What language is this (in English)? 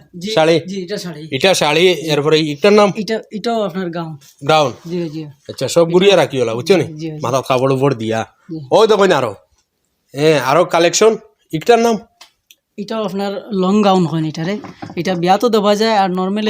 Sylheti